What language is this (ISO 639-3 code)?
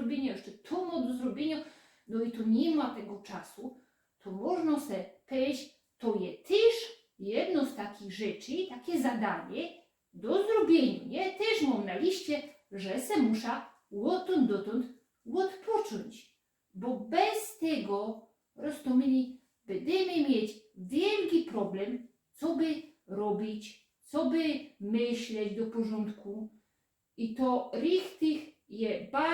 szl